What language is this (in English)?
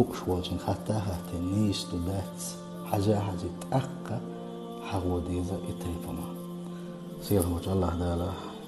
Chechen